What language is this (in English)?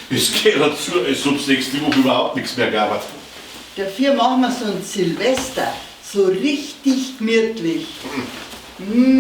Bavarian